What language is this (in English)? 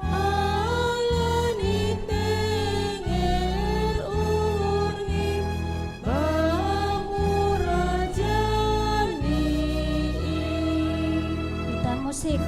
Batak Simalungun